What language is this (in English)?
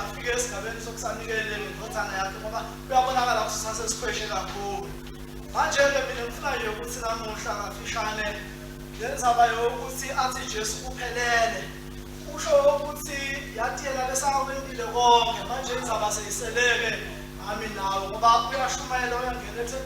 Swati